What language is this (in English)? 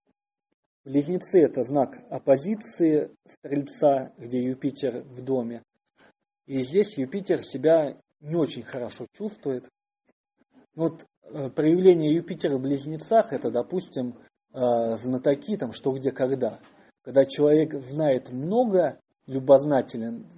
Russian